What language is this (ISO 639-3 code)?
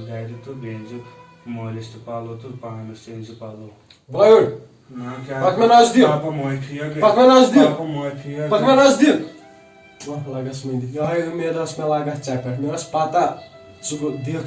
kas